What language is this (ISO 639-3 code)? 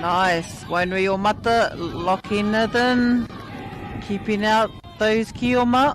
mri